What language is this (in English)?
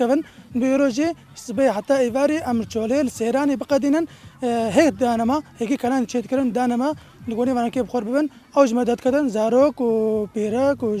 Kurdish